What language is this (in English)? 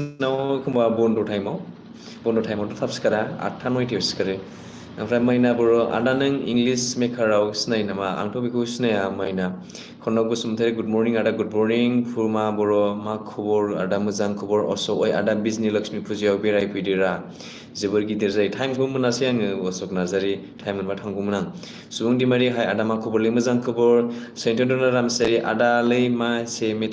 Bodo